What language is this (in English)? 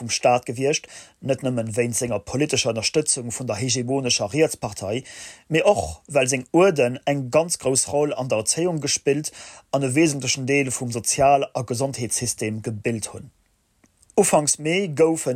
Luxembourgish